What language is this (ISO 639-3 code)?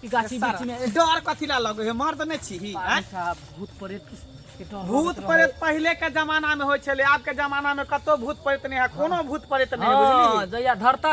mai